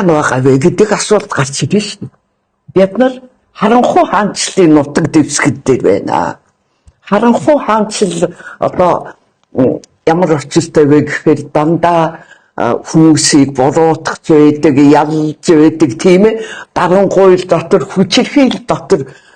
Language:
Mongolian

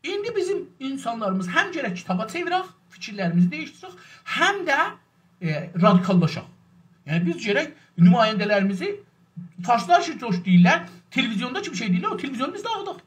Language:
South Azerbaijani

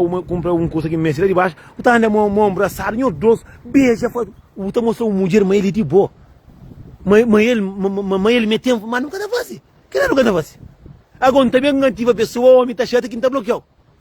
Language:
Kabuverdianu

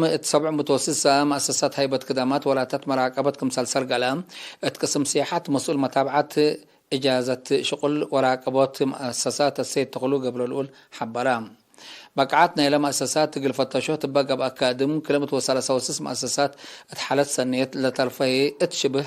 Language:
Tigre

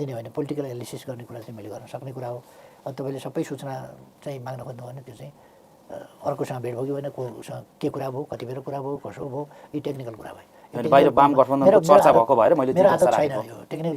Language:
Nepali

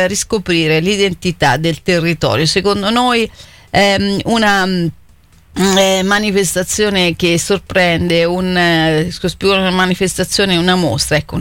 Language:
Italian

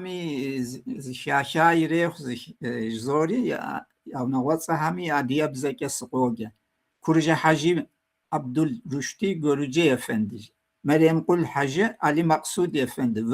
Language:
Kabardian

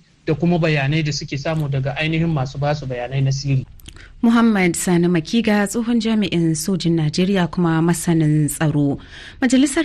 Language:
Hausa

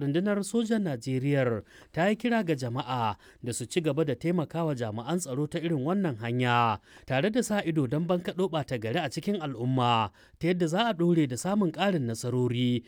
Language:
Hausa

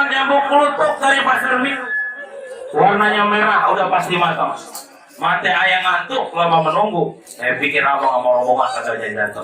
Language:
Betawi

